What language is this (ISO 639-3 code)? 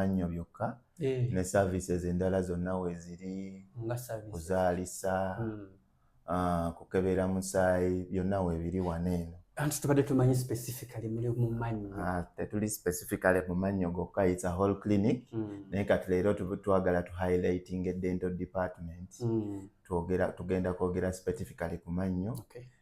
lug